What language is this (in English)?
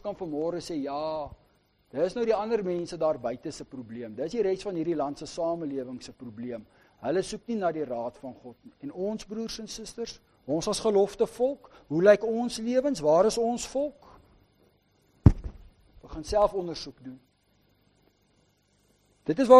Afrikaans